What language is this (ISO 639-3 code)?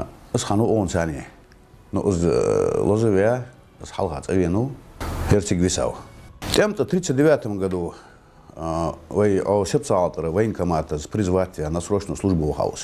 inh